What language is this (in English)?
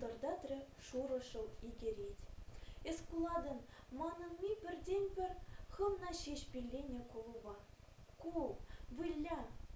Chuvash